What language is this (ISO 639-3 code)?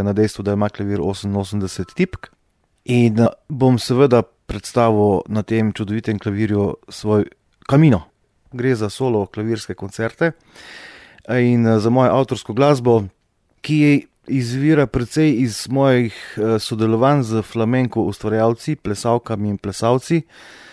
slv